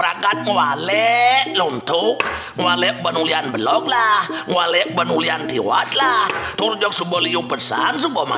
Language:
Balinese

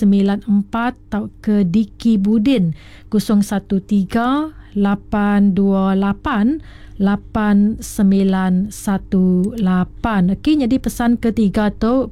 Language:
Iban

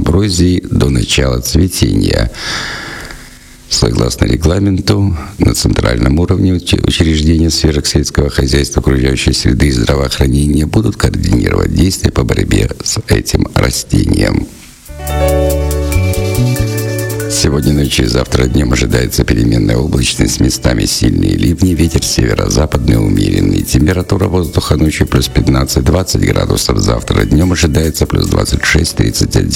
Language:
Russian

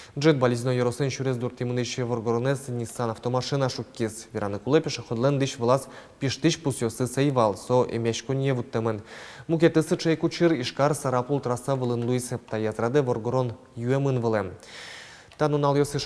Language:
Udmurt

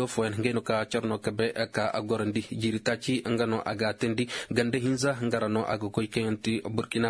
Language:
Koyraboro Senni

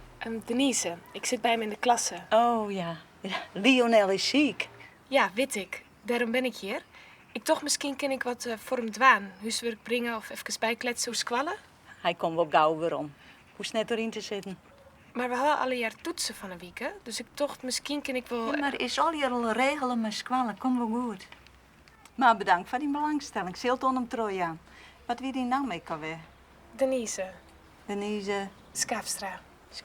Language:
Western Frisian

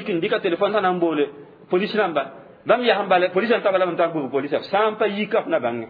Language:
Mossi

